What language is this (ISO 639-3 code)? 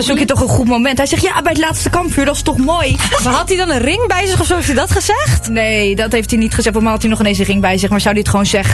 nld